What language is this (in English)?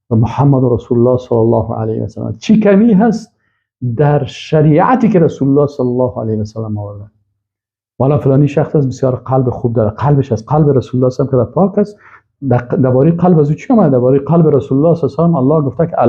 Persian